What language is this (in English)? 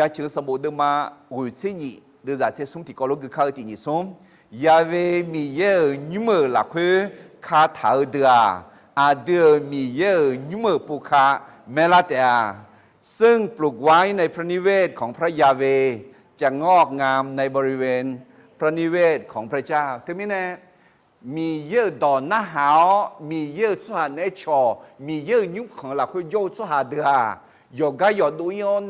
Akha